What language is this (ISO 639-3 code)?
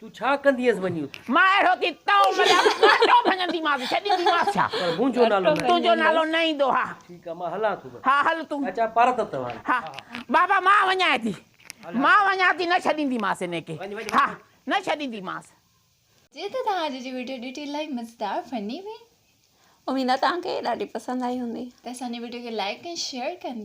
snd